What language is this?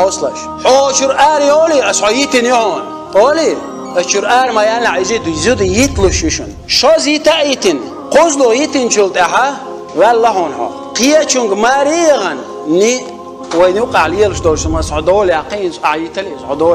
Chechen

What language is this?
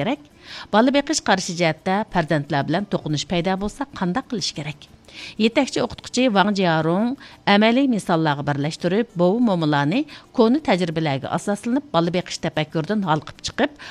Uyghur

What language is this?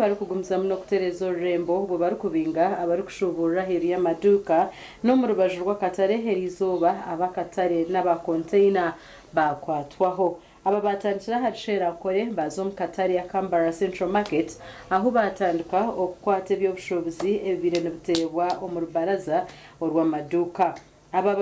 Nyankole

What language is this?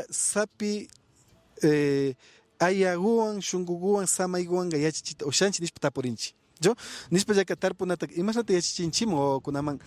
Imbabura Highland Quichua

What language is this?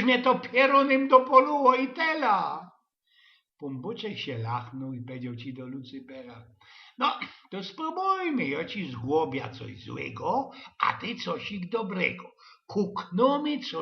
Silesian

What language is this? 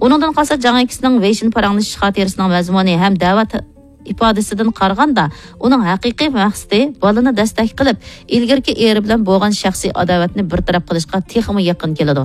Uyghur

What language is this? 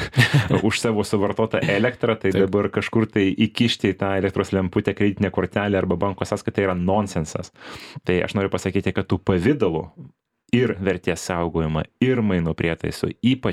Lithuanian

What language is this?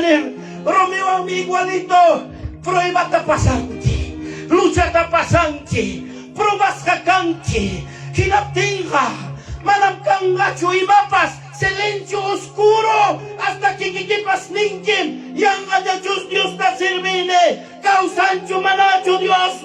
Ayacucho Quechua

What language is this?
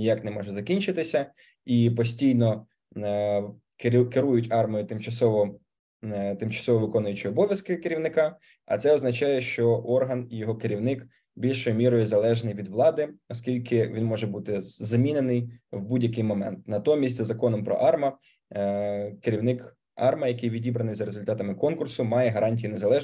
Ukrainian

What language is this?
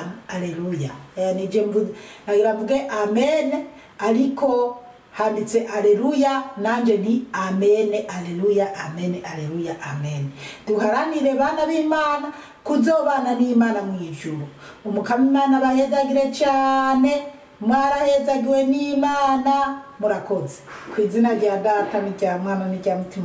Rundi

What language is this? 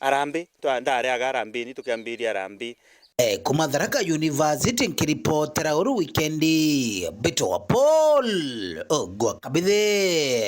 Meru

